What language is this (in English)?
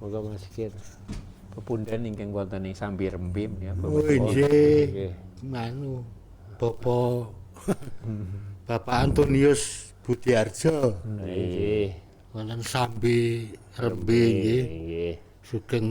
Javanese